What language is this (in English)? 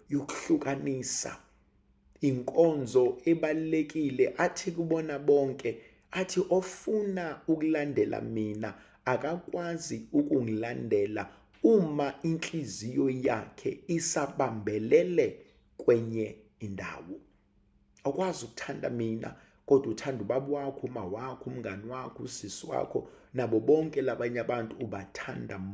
Zulu